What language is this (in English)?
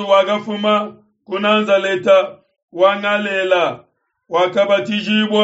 Luba-Lulua